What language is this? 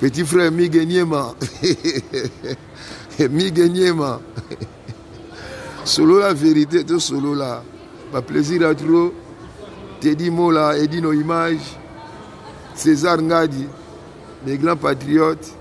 Lingala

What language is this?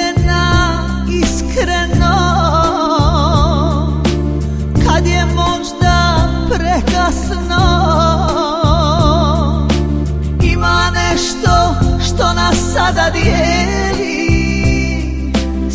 Croatian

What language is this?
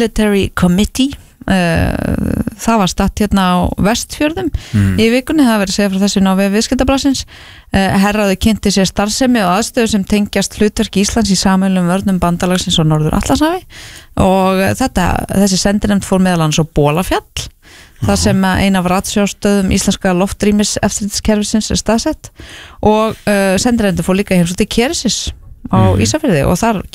Icelandic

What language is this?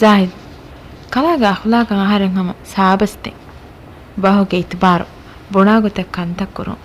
Divehi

